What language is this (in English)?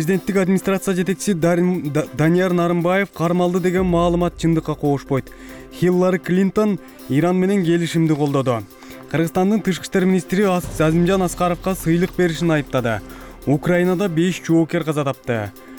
Kyrgyz